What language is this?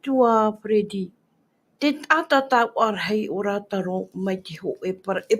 Tahitian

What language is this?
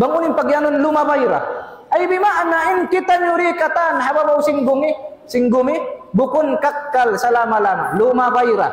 Tausug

